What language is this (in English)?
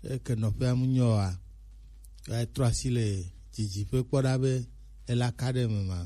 Gen